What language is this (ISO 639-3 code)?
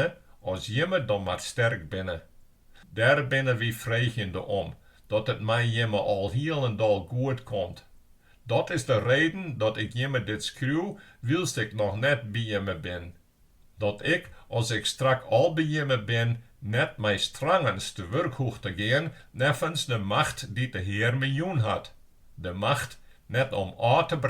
fry